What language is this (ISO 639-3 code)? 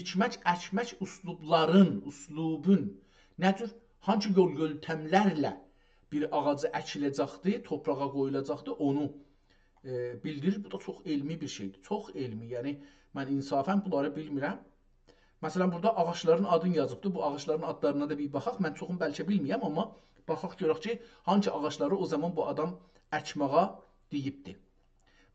azb